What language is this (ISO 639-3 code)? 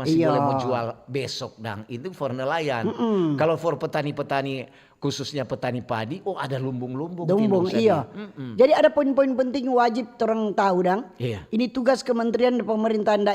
xmm